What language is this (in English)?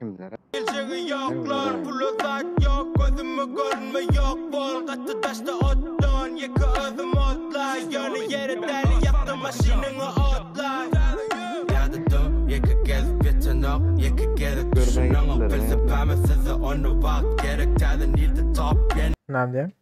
Turkmen